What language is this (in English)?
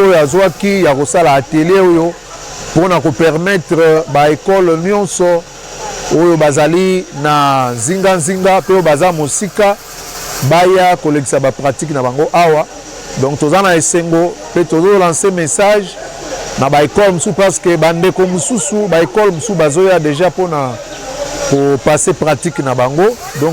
Lingala